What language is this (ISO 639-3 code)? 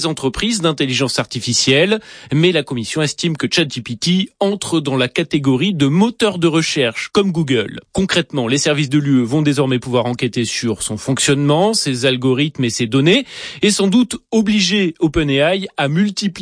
fra